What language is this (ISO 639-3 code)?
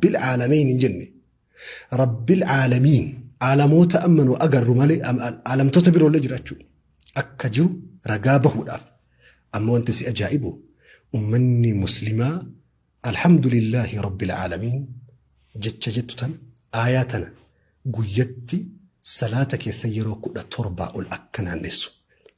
orm